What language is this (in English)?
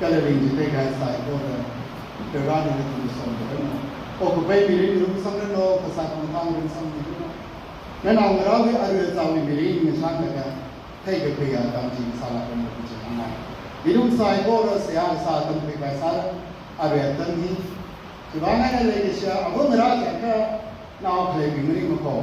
Tangkhul Naga (India)